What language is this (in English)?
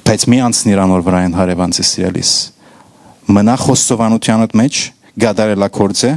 Western Armenian